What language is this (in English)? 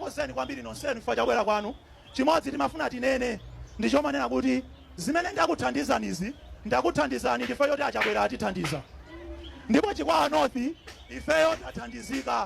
Nyanja